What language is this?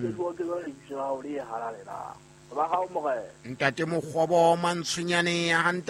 Southern Sotho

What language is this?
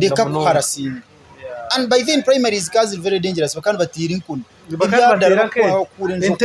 Nyankole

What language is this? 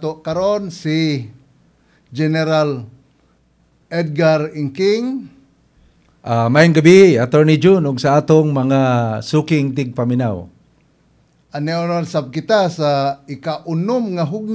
Cebuano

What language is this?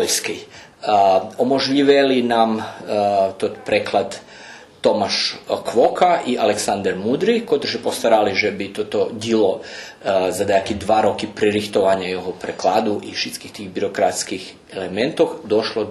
Rusyn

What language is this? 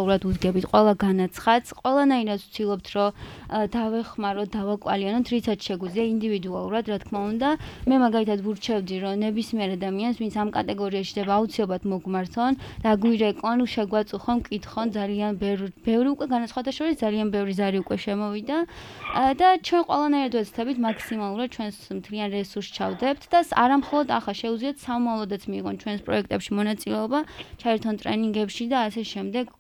Georgian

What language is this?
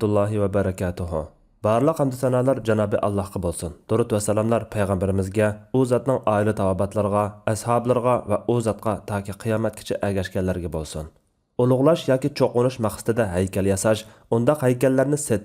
Uyghur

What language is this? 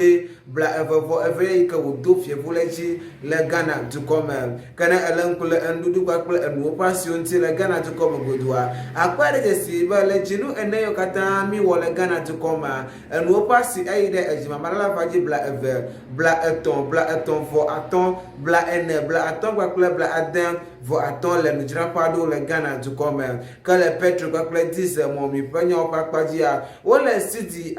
Ewe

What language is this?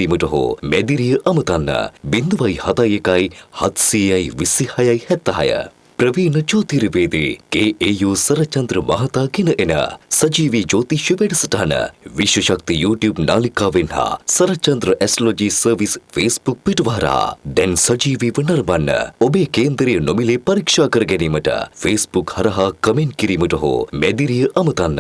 Sinhala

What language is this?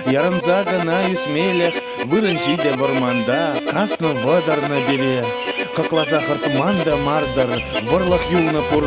Chuvash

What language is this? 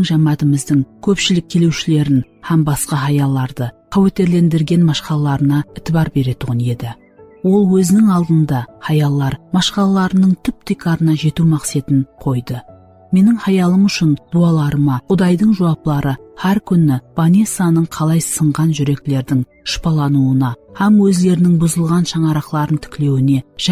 Kara-Kalpak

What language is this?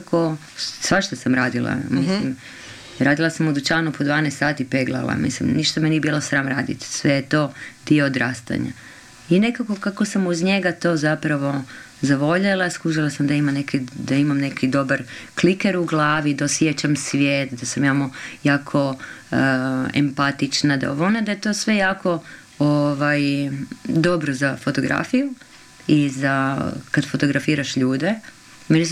Croatian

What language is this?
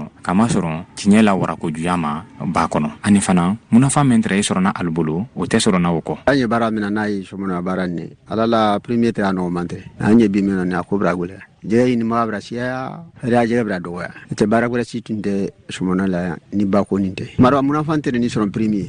Bambara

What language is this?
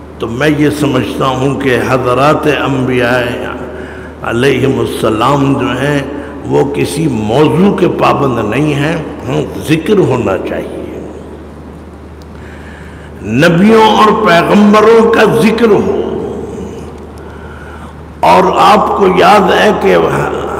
Urdu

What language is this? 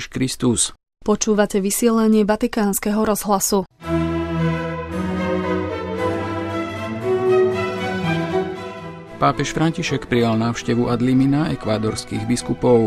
Slovak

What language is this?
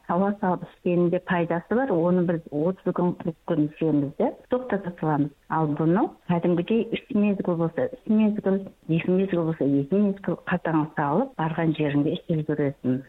Kazakh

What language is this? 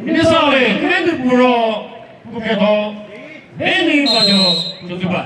Chokri Naga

